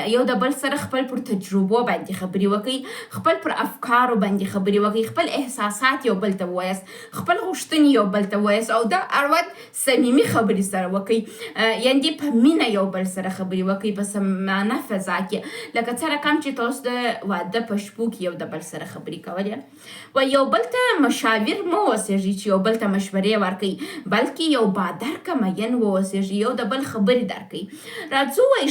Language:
Pashto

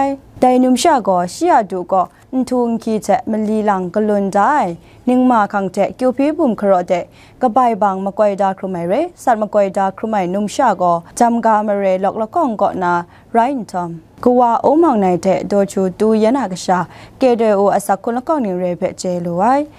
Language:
Kachin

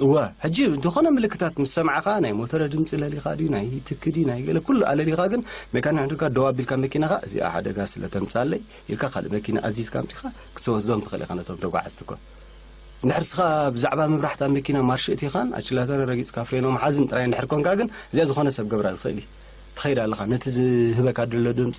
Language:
Tigrinya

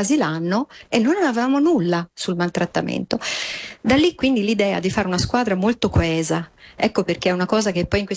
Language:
Italian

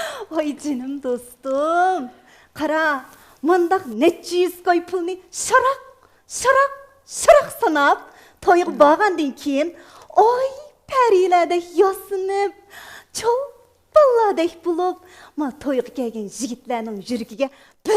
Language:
Uyghur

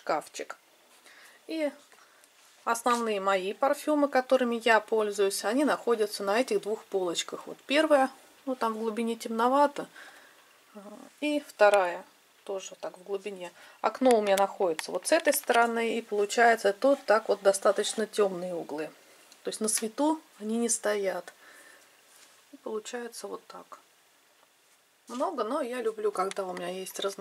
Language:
Russian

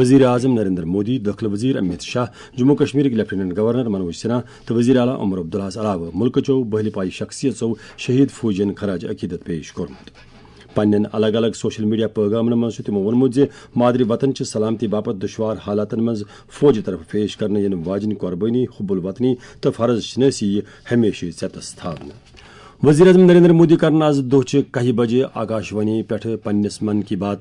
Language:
Kashmiri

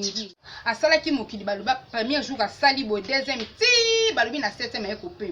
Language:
Lingala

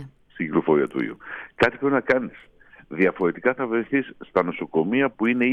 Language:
Greek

